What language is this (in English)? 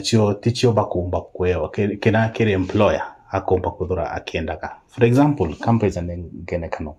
Meru